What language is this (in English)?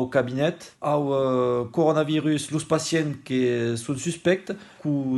Occitan